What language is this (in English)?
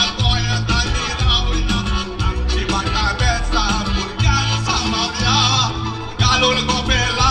Konkani